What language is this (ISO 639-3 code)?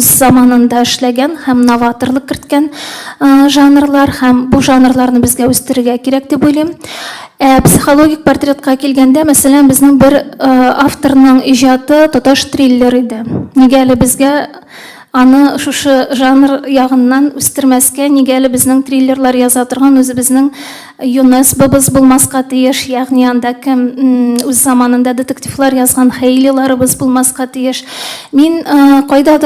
tat